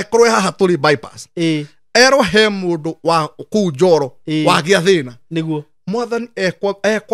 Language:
Kikuyu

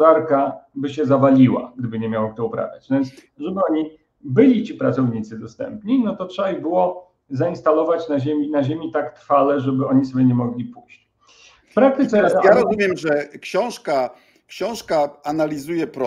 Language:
Polish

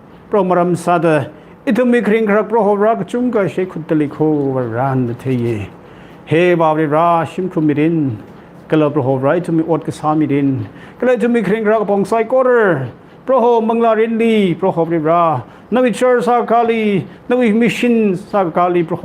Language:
Tangkhul Naga (India)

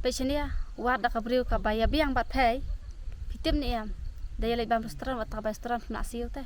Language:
Khasi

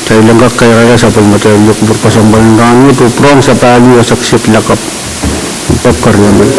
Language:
Pohnpeian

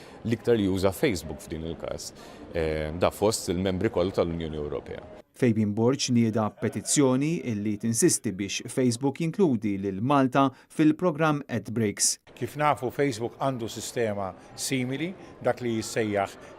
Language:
Maltese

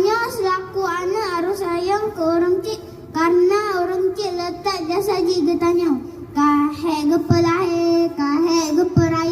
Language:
Achinese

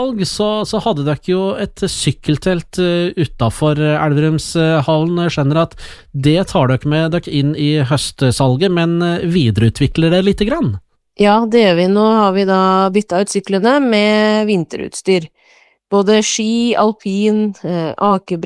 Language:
Norwegian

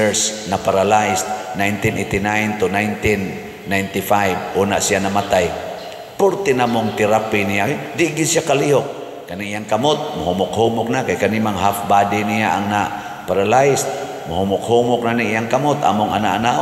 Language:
Cebuano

